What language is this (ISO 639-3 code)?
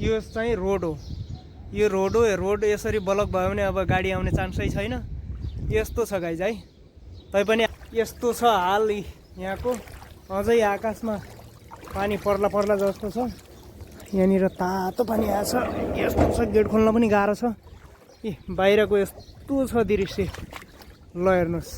nep